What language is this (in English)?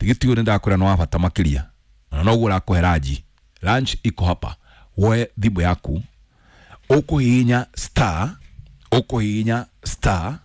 Kikuyu